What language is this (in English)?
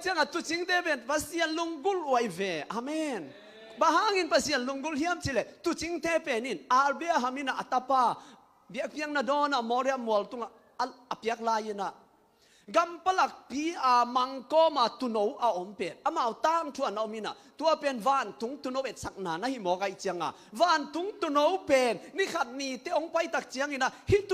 Tedim Chin